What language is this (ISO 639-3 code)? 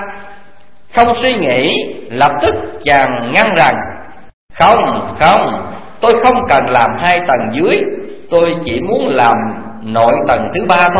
vie